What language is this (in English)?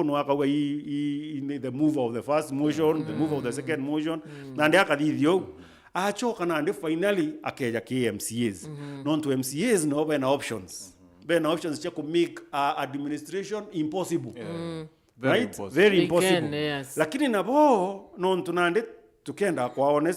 Meru